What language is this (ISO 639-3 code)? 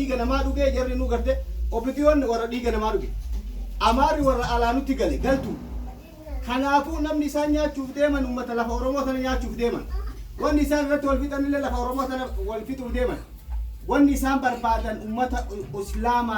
orm